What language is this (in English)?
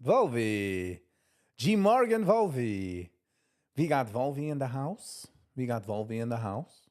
Yiddish